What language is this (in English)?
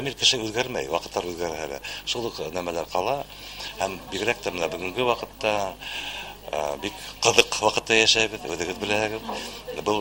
Bashkir